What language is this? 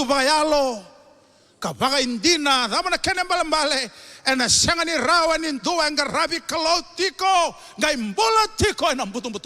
Fijian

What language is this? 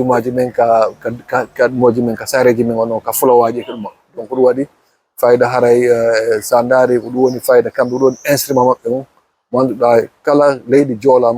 Fula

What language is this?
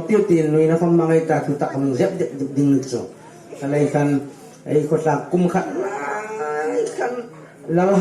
Hmar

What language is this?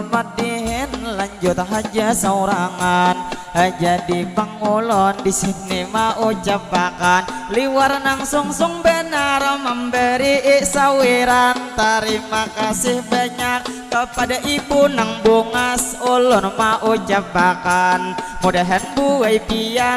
Banjar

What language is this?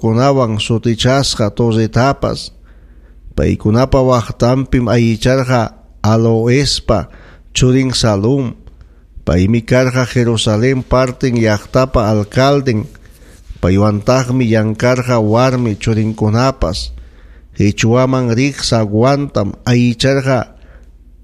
Ayacucho Quechua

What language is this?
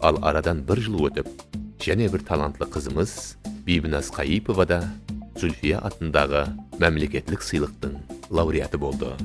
Kara-Kalpak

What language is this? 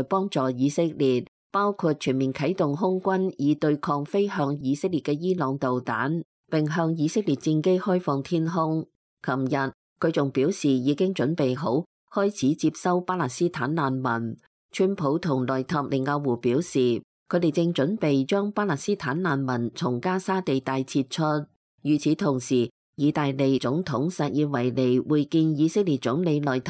Cantonese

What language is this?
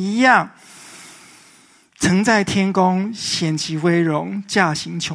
Chinese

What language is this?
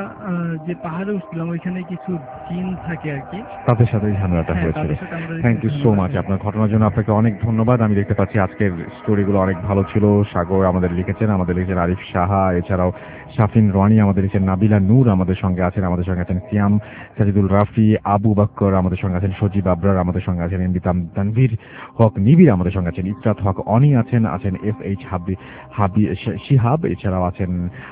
Bangla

